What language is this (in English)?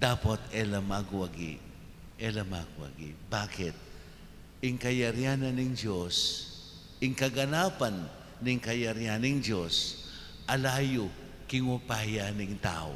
Pampanga